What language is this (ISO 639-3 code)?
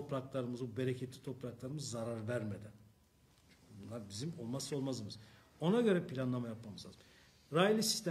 tur